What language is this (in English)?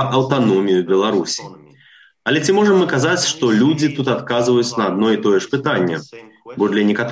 Belarusian